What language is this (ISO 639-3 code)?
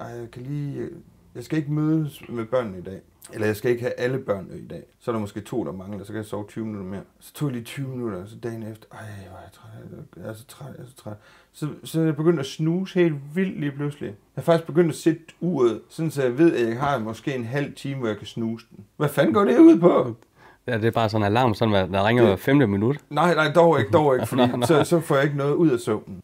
dan